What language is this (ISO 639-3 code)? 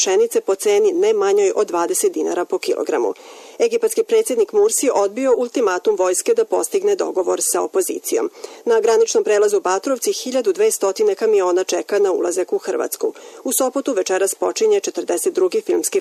srp